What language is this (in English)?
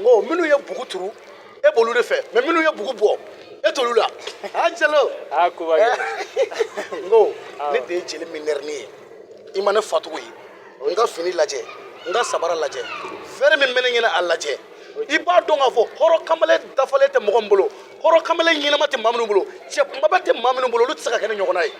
Bambara